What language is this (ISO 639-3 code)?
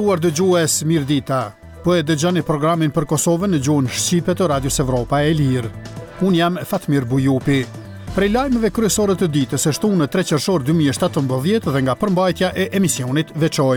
sqi